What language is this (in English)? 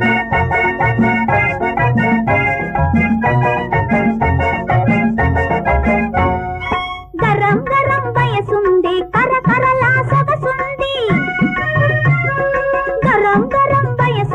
Telugu